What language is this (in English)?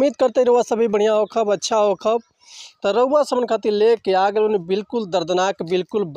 Bhojpuri